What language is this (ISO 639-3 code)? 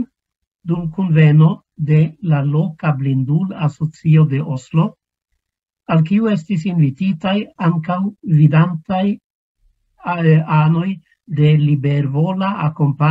epo